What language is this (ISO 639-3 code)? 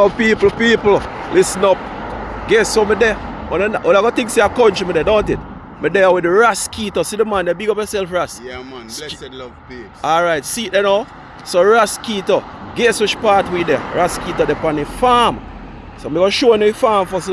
jam